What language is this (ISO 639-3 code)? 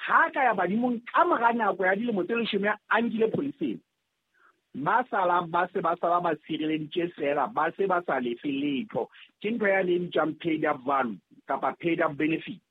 sot